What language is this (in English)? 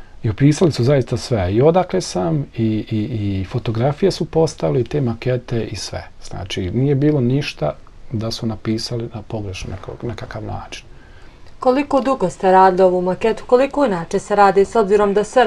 Bosnian